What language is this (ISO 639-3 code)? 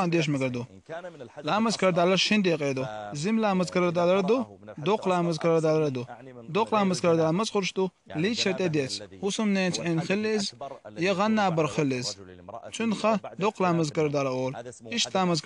che